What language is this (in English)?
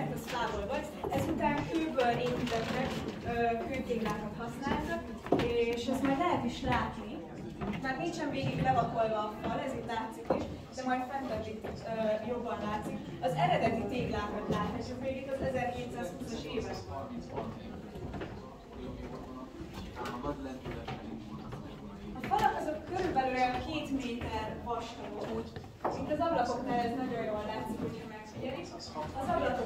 Hungarian